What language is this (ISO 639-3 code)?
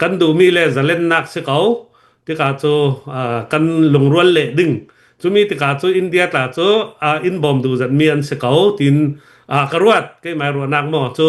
cnh